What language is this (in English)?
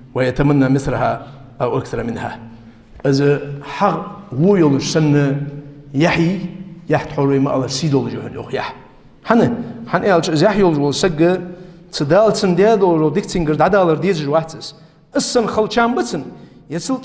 Ingush